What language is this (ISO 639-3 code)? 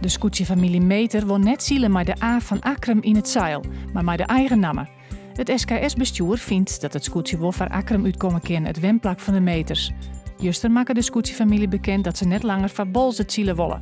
fry